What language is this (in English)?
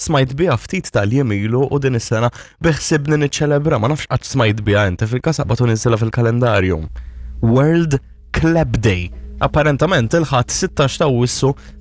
Maltese